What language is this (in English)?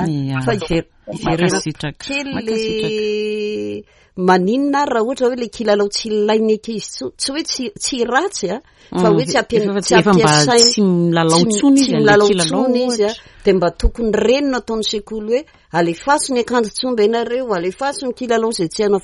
Malagasy